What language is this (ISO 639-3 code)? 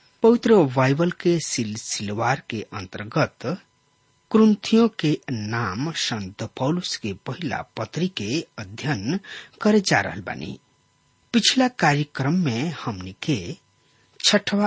bho